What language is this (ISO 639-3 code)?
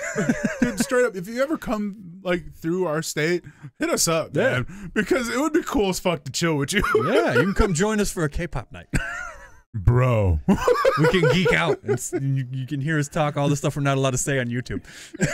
eng